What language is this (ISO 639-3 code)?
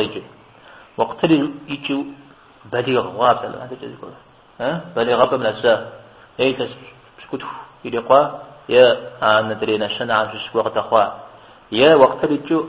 kbd